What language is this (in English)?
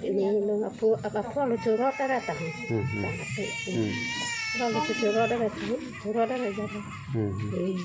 Karbi